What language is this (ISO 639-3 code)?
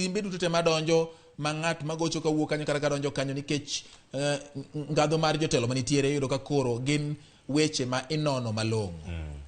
luo